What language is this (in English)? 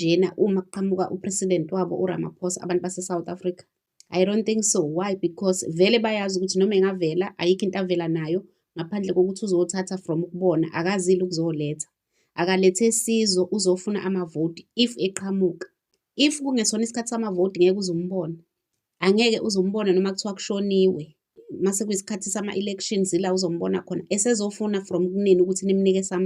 Zulu